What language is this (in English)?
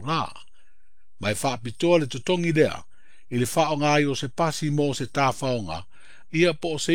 Samoan